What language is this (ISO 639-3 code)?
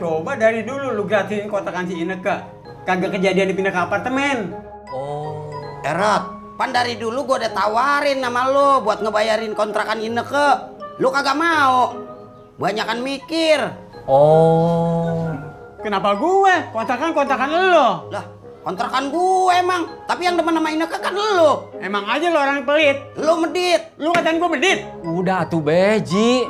bew